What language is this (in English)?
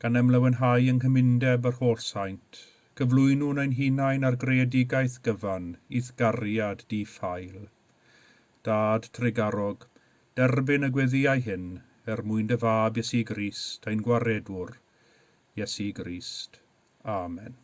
Welsh